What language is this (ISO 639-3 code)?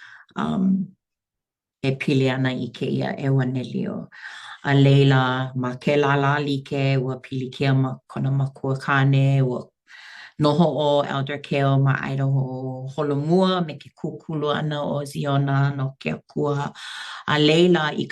haw